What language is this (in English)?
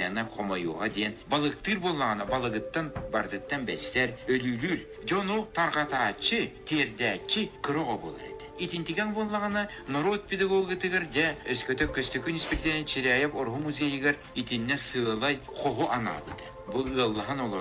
Yakut